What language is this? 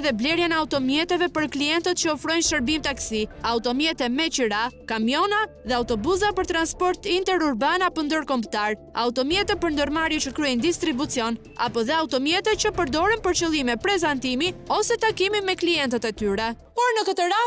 Albanian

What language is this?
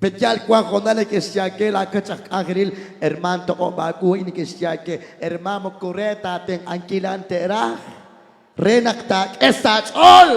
Kekchí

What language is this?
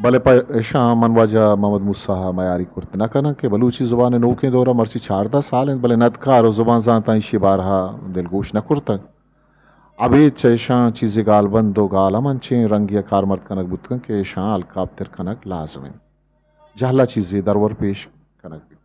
Eastern Balochi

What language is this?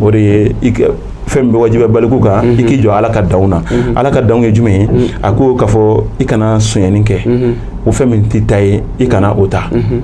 Bambara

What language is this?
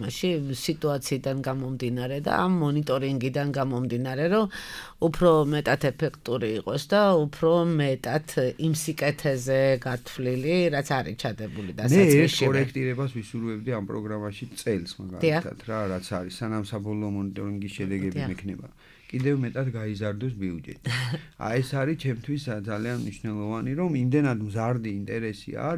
Georgian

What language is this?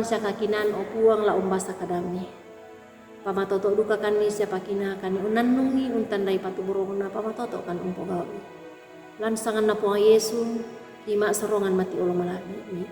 Toraja-Sa'dan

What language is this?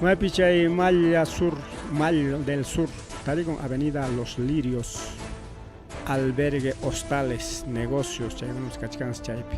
Ayacucho Quechua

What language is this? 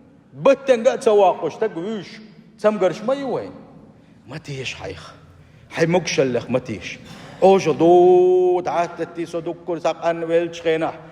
Chechen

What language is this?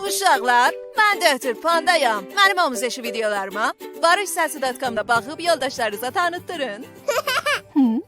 South Azerbaijani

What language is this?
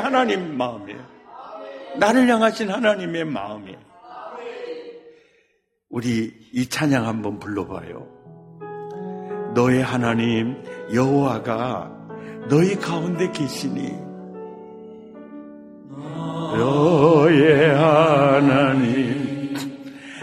Korean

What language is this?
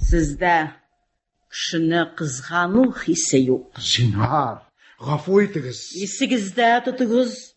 Tatar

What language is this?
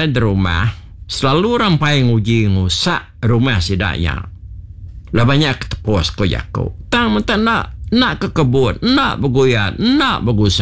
Iban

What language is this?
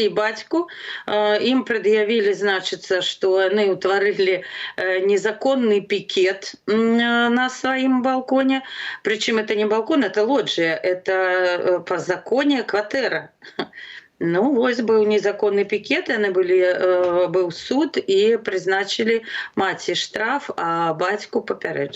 Belarusian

